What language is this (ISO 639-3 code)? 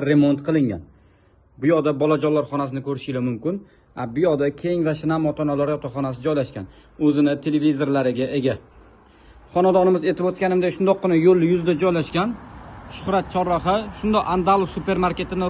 uzb